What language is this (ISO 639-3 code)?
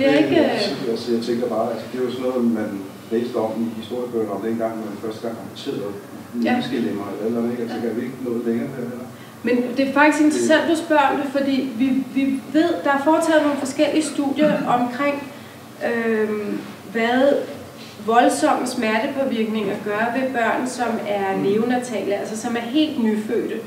dan